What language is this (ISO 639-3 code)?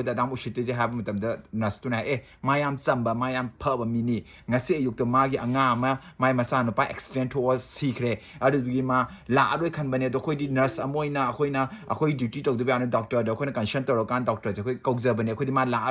mni